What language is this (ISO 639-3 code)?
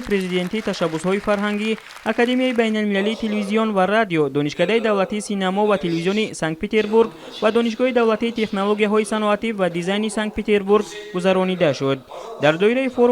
tgk